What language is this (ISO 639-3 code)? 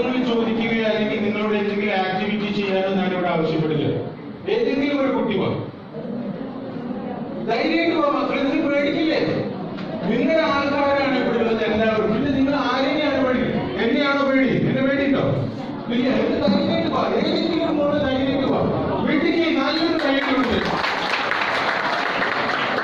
mal